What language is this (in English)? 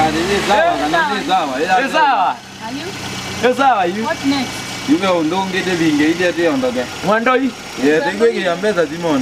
Kamba